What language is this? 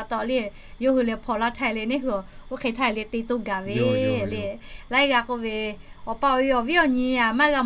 Lahu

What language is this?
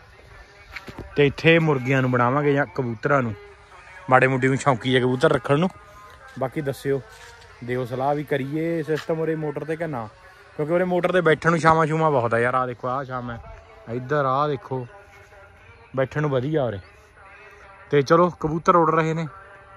Punjabi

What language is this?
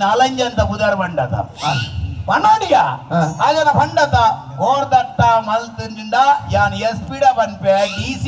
Tulu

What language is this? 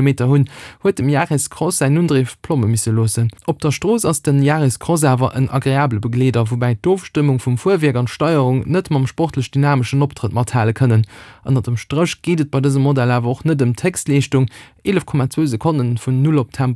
Luxembourgish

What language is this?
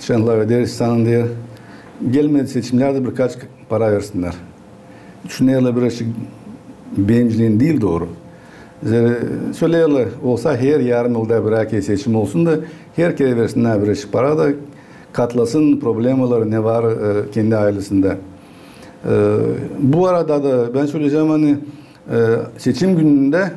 Gagauz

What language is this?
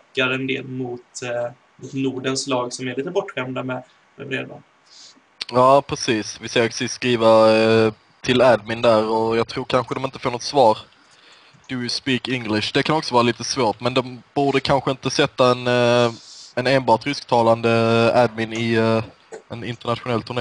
Swedish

